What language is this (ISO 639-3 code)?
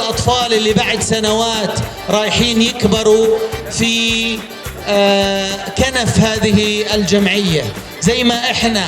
apc